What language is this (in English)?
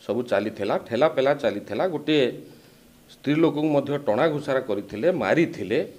Odia